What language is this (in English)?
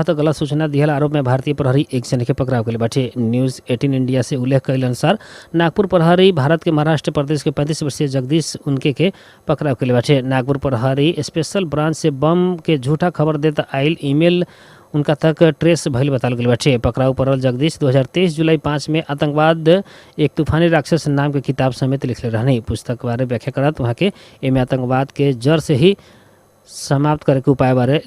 Bhojpuri